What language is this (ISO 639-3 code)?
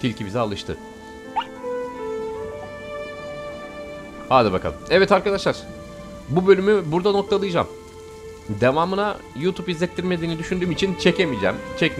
tur